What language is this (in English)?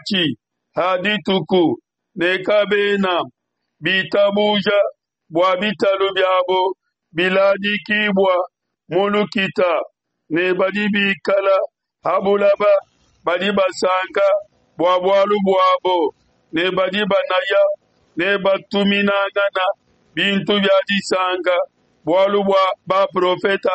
Luba-Lulua